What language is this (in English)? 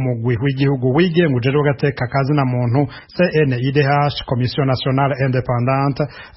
Rundi